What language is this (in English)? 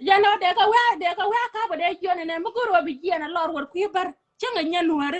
Nuer